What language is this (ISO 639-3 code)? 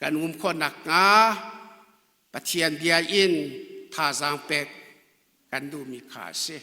cnh